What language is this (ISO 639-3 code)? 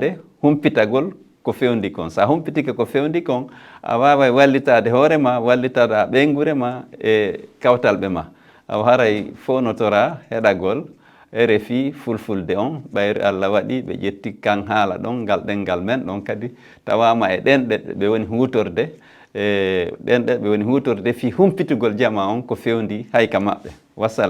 ful